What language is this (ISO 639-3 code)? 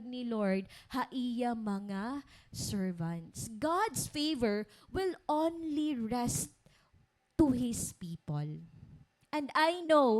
war